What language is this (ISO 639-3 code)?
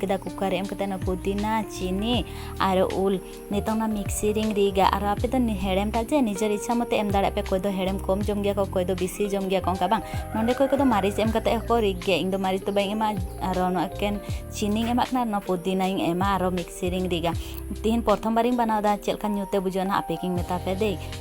sat